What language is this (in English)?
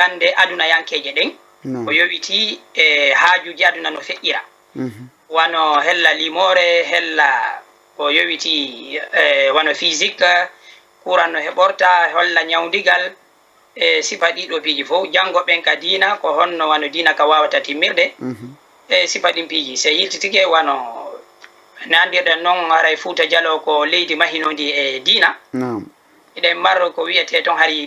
Fula